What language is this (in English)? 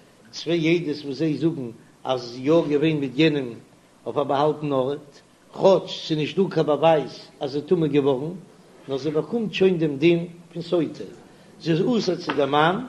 Yiddish